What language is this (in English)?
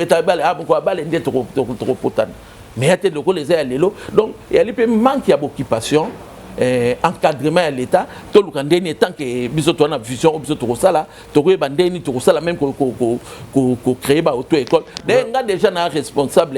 Lingala